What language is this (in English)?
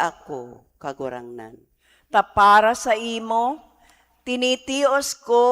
Bikol